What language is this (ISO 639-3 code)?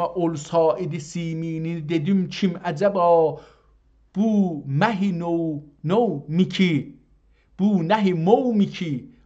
azb